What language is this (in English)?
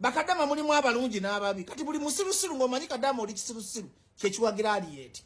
Ganda